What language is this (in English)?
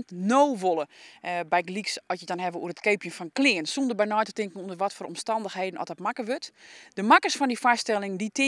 Western Frisian